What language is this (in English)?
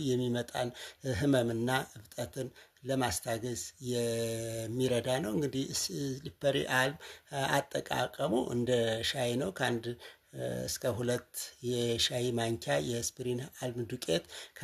Amharic